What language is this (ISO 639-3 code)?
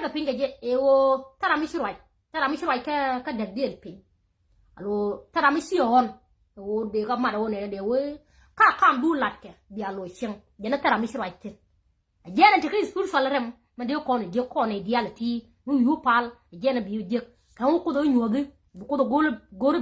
nus